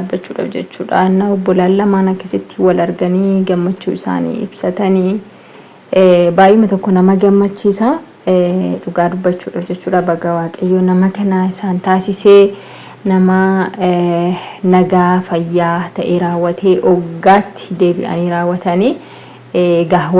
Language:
Oromo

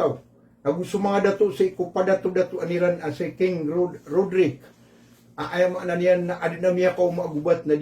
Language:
Maranao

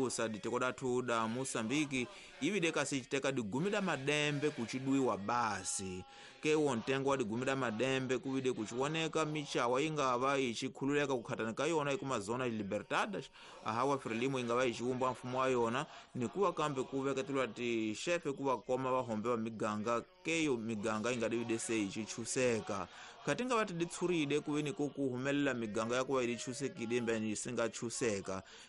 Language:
Tsonga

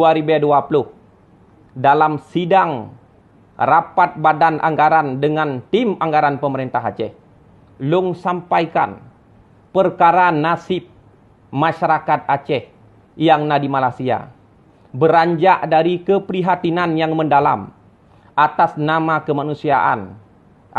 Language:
Achinese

